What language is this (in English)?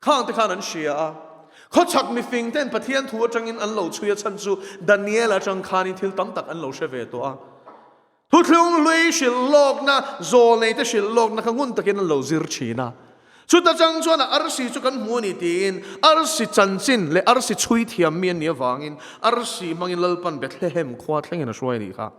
Mizo